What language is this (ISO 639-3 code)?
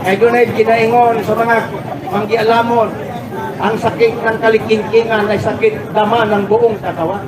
ceb